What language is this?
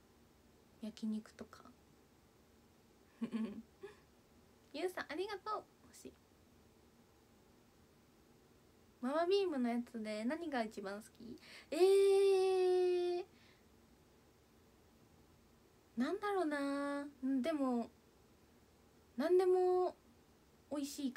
Japanese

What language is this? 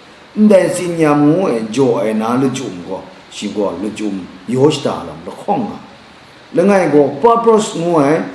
Kachin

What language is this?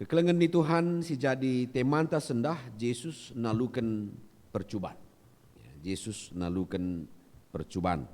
Batak Karo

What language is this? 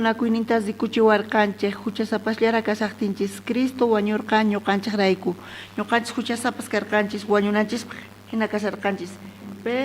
South Bolivian Quechua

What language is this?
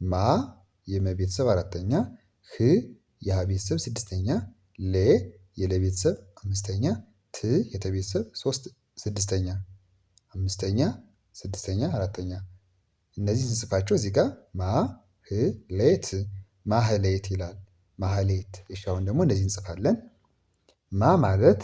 Amharic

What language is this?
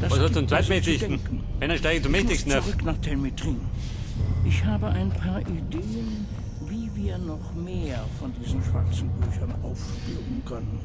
Bavarian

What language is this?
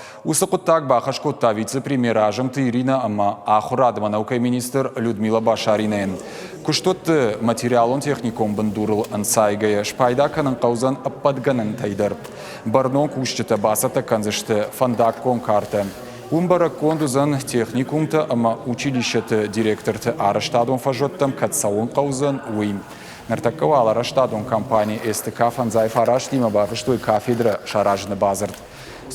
Ossetic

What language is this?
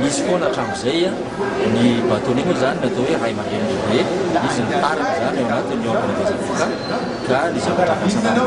Malagasy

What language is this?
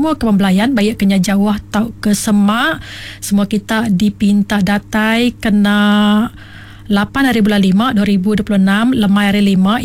Iban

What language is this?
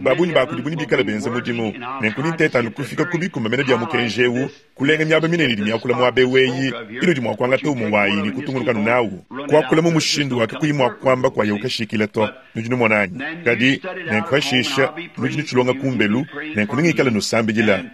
Luba-Lulua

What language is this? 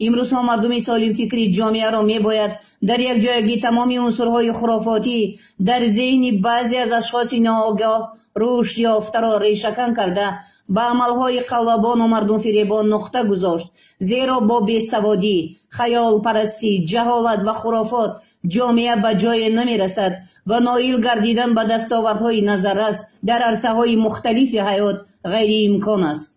Tajik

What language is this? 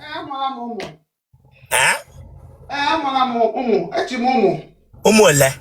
Igbo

